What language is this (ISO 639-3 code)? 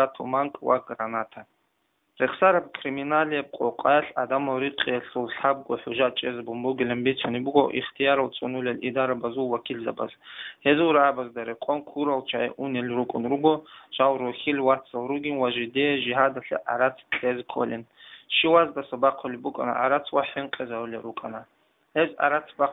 ava